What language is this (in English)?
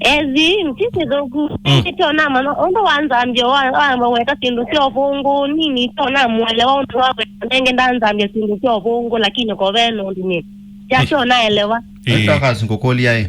Kamba